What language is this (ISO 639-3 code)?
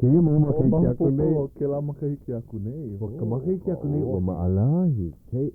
haw